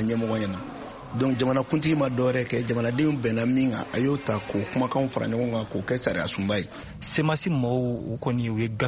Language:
Bambara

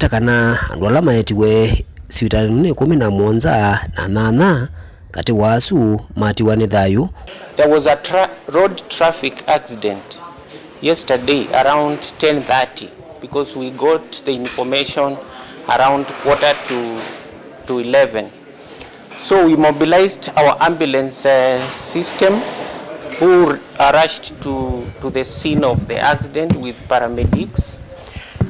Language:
Kamba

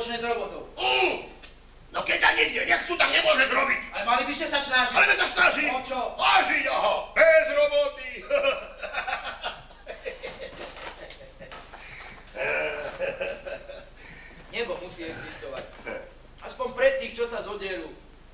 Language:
Slovak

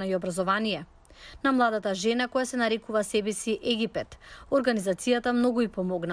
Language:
Macedonian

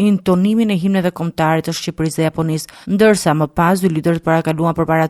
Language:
Albanian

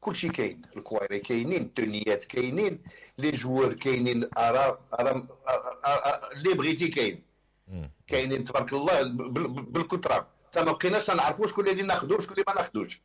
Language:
Moroccan Arabic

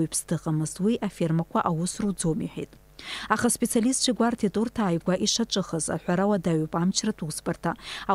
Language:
Abkhazian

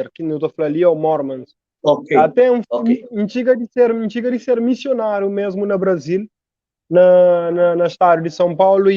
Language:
Kabuverdianu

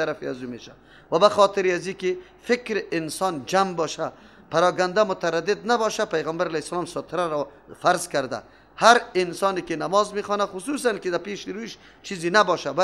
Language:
Persian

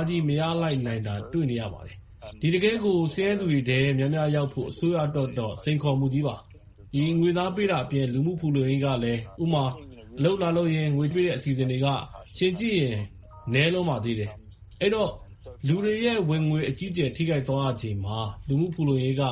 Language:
Burmese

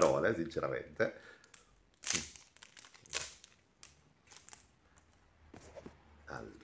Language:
Italian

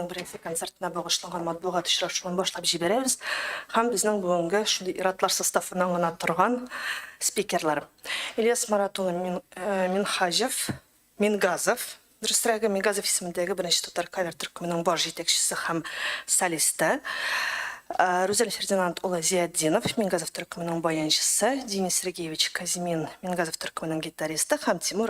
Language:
Tatar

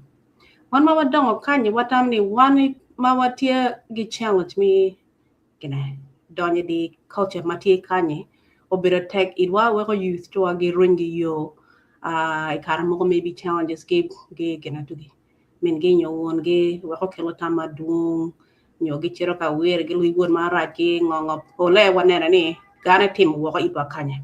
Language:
Acoli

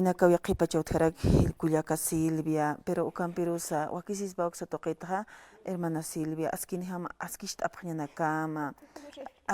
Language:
Aymara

